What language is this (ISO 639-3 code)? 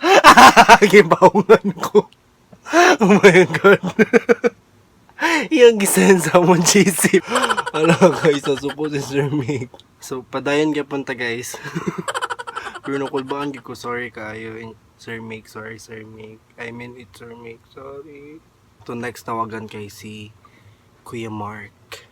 ceb